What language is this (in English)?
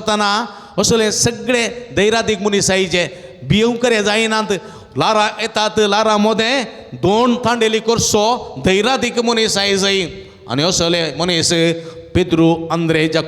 Konkani